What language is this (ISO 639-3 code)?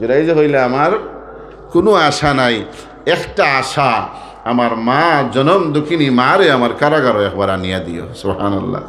syl